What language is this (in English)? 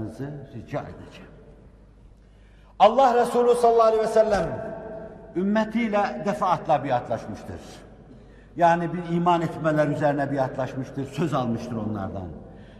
Turkish